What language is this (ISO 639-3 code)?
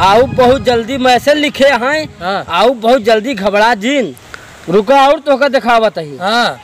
awa